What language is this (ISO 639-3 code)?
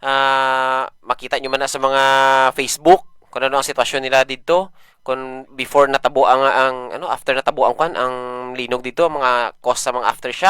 hil